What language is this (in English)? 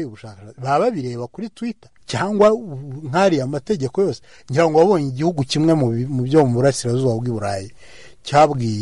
Kinyarwanda